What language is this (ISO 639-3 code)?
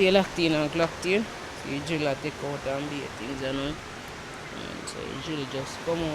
jam